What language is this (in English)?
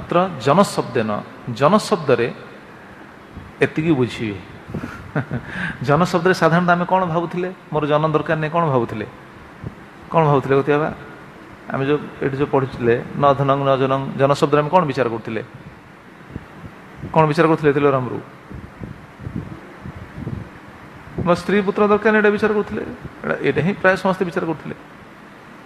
Odia